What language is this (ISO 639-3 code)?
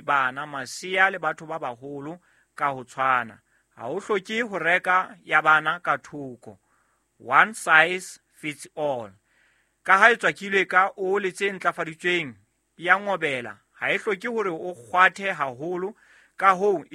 sot